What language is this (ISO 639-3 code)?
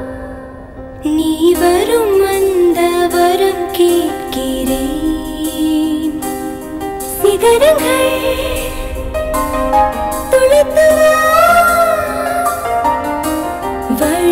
tam